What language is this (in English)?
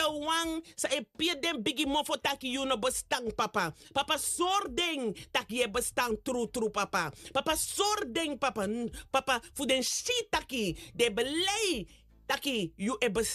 Sranan Tongo